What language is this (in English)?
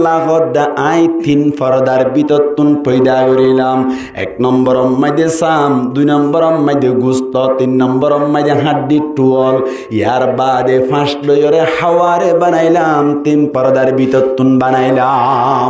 Rohingya